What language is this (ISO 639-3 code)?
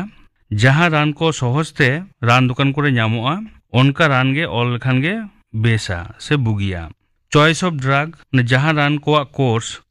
sat